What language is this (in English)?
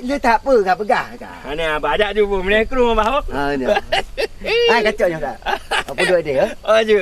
Achinese